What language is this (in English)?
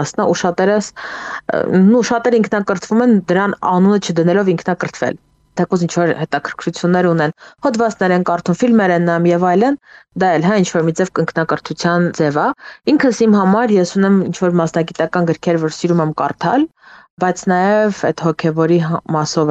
Armenian